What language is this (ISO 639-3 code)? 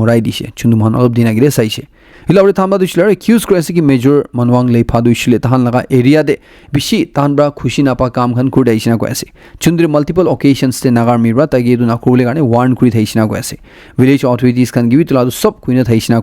nag